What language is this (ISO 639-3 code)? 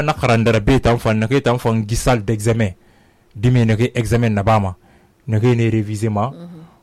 sus